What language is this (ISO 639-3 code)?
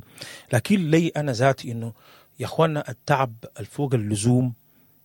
apd